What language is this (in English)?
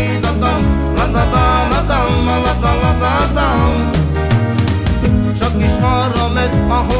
Hungarian